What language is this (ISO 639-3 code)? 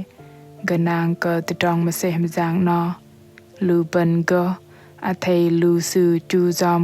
bdq